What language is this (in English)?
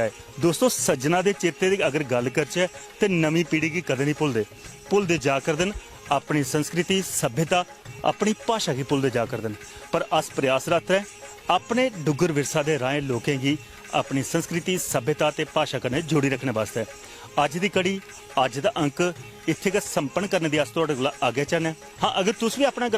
Dogri